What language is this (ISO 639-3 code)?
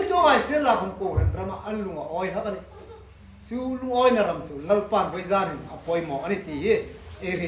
hmr